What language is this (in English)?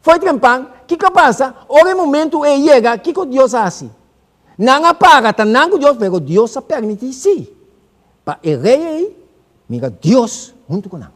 Papiamento